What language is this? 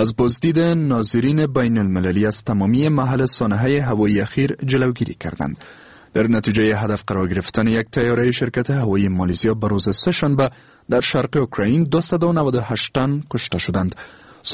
Persian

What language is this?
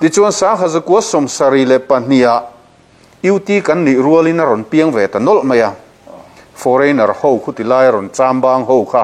Mizo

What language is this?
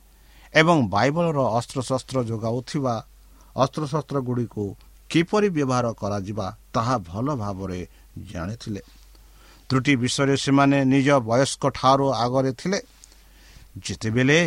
Odia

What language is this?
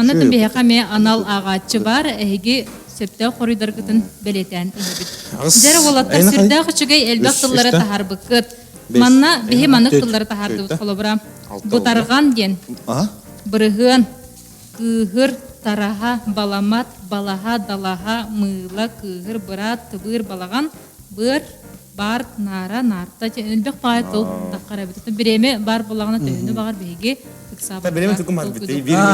Yakut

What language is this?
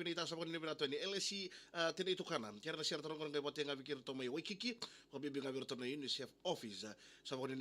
Fijian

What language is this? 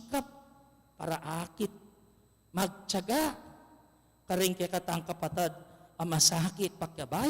Pampanga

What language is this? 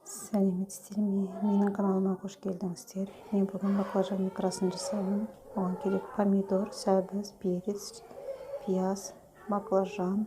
Kazakh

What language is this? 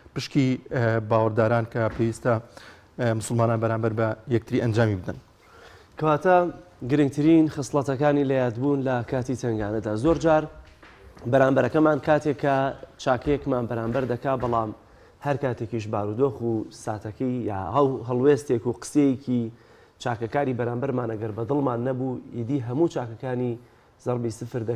Central Kurdish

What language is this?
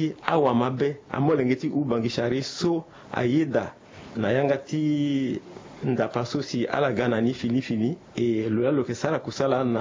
Sango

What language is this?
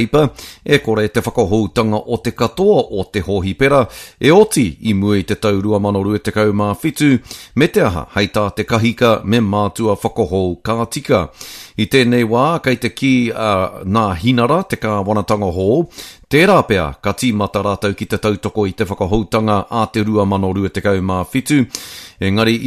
Māori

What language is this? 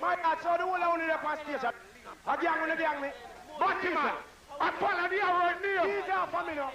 Jamaican Creole English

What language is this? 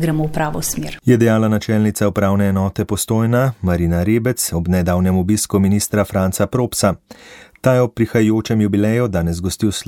Slovenian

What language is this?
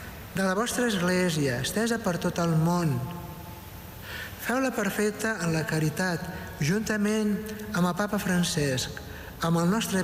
Catalan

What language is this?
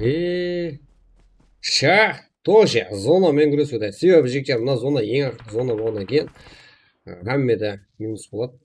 Kara-Kalpak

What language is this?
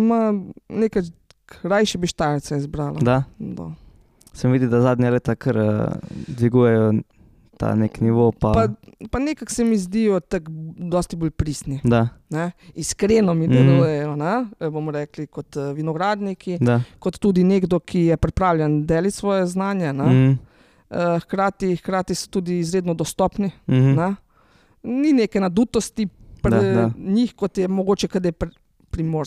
Slovenian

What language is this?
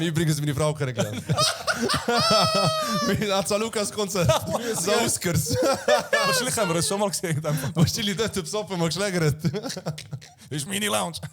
Swiss German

